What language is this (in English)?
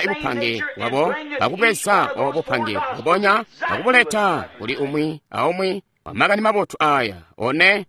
Tonga (Zambia)